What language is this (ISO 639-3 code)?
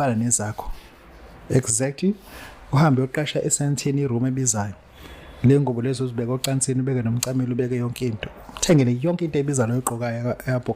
zul